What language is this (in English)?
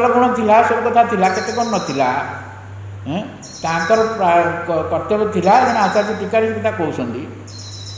Odia